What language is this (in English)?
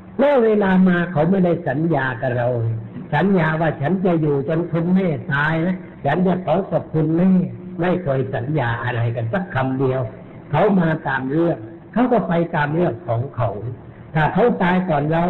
Thai